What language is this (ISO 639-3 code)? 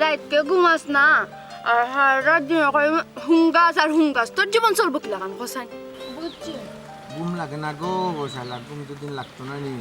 syl